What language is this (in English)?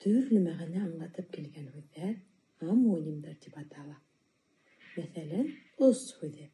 Bashkir